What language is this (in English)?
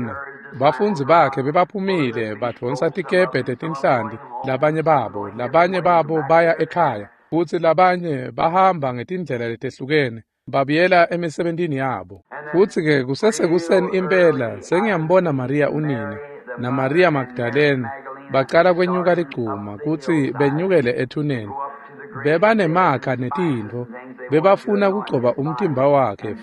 Swati